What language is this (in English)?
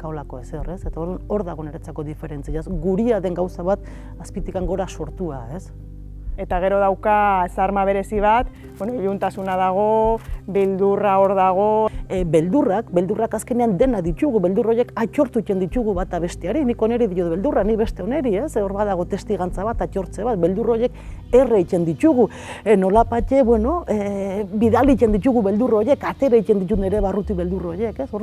Basque